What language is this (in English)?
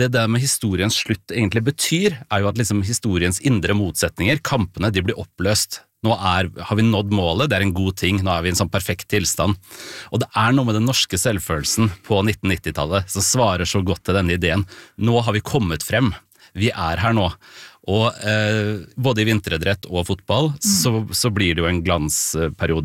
Norwegian